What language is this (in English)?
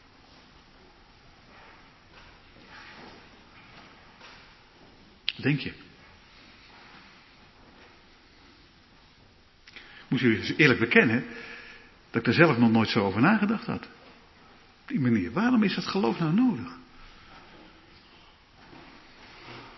Dutch